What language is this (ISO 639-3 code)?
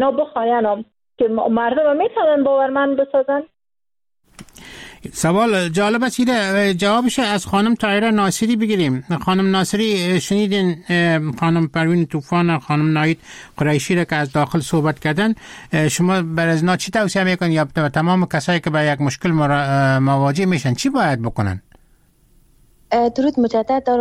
fas